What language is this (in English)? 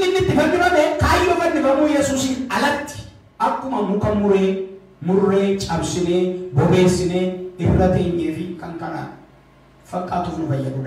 Oromo